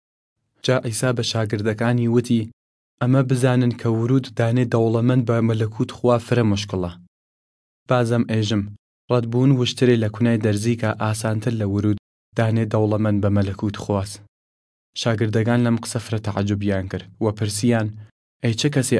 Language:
Southern Kurdish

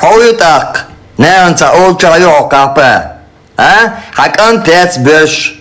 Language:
Chechen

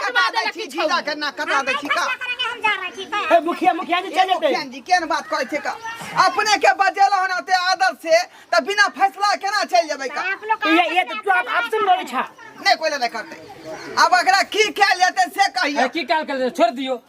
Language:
Maithili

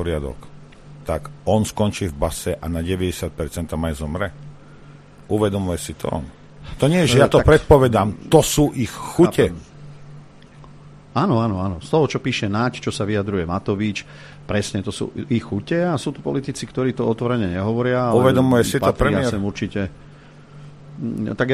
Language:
Slovak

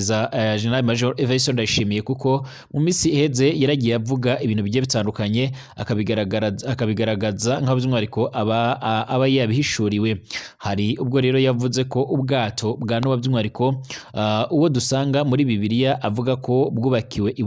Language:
Rundi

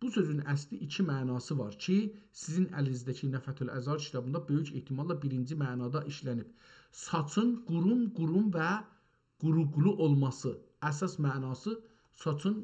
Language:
South Azerbaijani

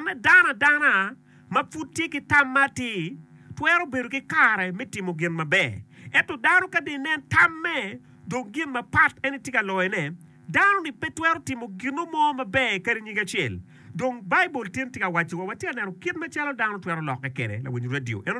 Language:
Acoli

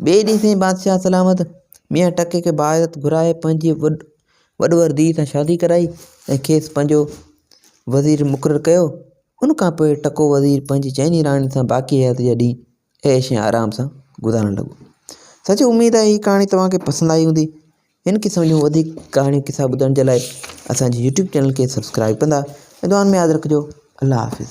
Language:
Sindhi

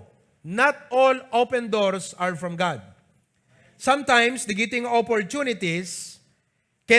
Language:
Iloko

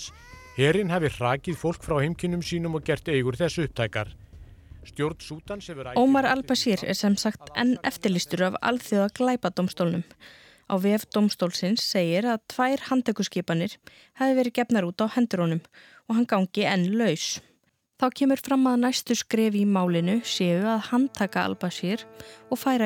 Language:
Icelandic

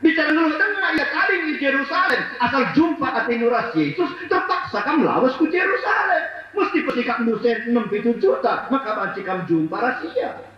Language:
Batak Karo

